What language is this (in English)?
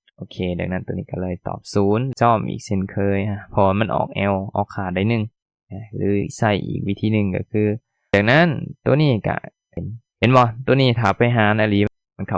Lao